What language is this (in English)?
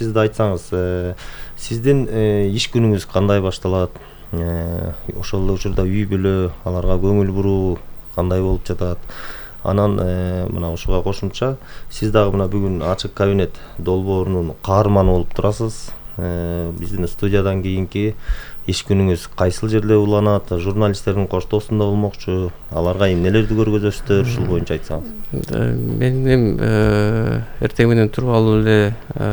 Kyrgyz